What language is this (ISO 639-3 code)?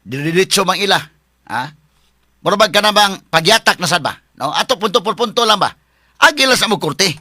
ceb